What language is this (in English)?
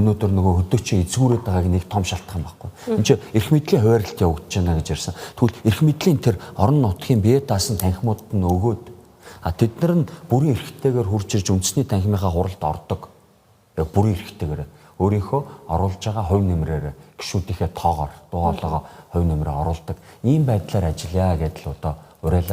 Mongolian